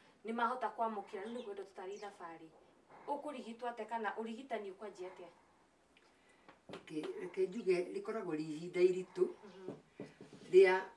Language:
Kikuyu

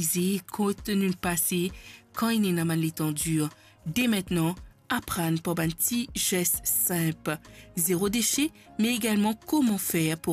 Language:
Morisyen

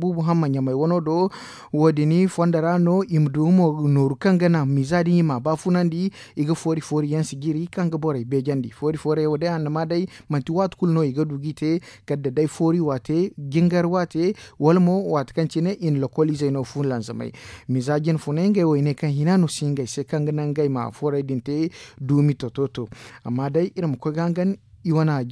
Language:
Zarma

